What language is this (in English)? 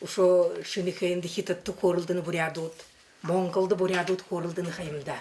Buriat